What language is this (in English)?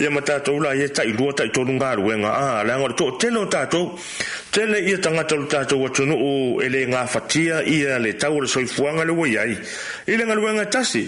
Samoan